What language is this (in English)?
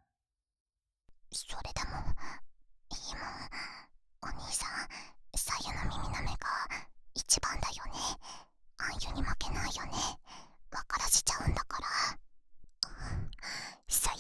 Japanese